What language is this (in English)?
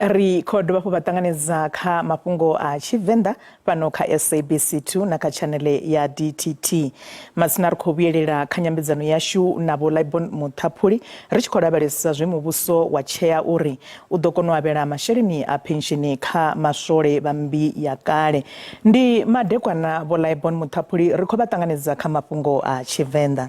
Venda